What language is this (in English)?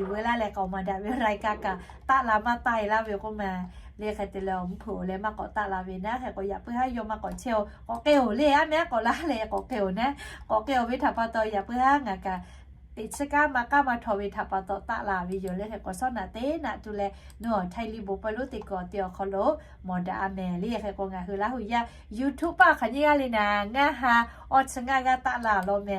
Lahu